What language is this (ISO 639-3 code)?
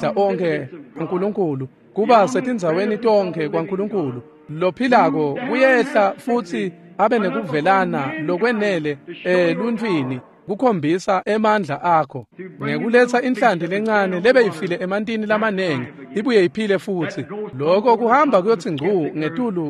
ssw